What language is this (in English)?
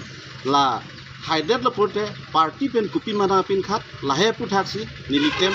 Karbi